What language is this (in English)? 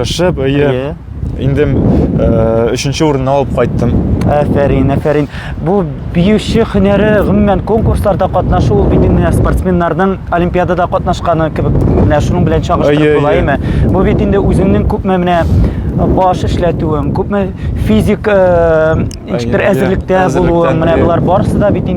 Tatar